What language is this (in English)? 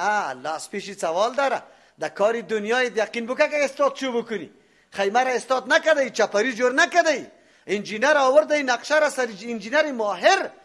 Persian